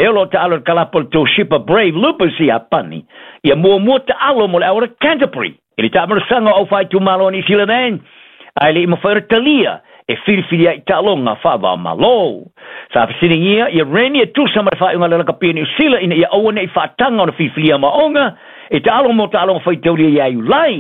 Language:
Samoan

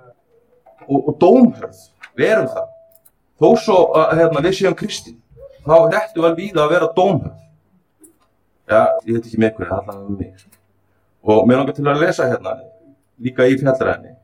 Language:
Icelandic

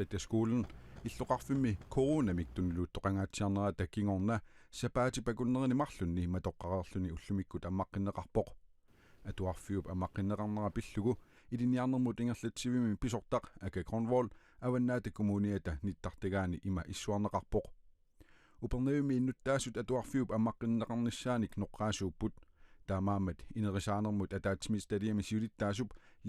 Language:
Kalaallisut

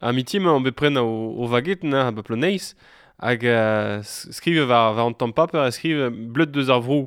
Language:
Breton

